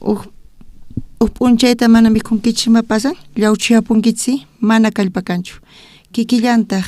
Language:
South Bolivian Quechua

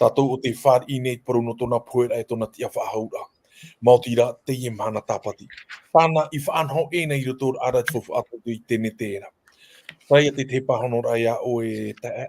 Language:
Tahitian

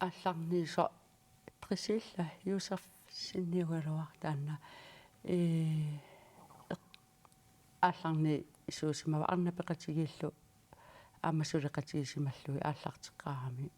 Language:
Kalaallisut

